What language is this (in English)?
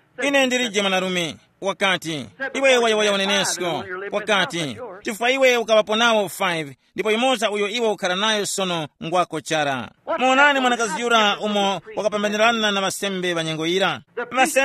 Tumbuka